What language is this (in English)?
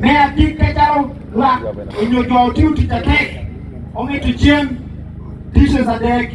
Acoli